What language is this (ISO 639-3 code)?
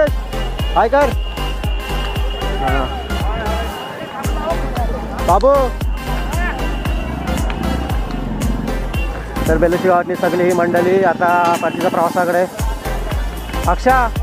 mar